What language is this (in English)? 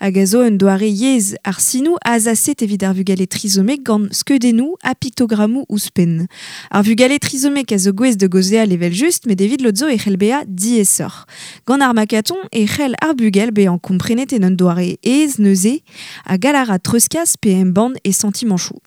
Breton